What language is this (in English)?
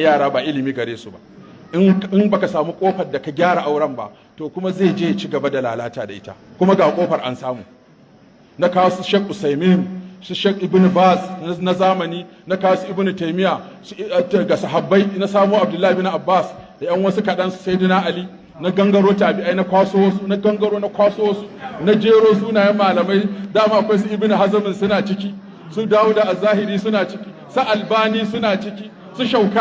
Hausa